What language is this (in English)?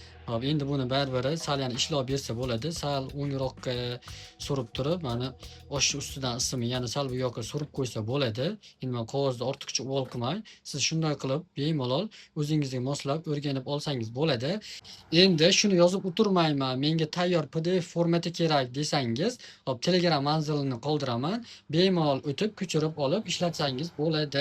Uzbek